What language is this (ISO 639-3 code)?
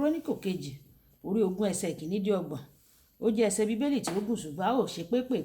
yor